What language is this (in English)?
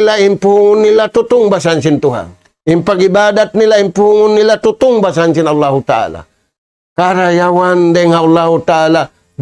Tausug